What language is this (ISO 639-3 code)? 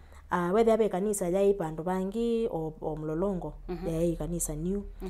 kam